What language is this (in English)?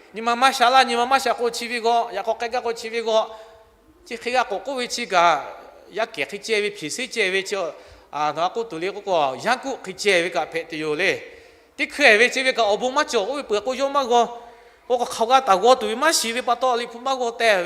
Lahu